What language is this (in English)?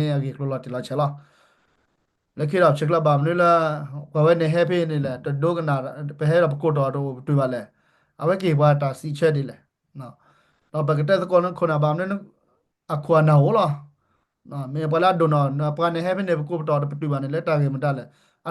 S'gaw Karen